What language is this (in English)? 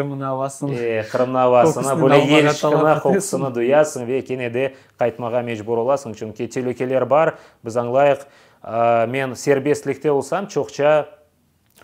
Crimean Tatar